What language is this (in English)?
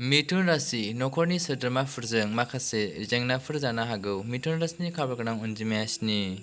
Bodo